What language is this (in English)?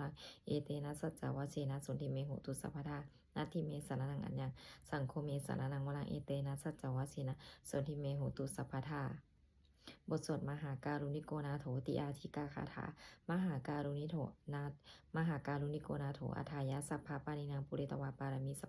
Pali